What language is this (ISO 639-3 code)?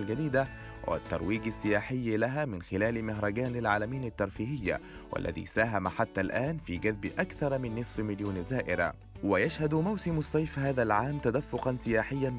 arz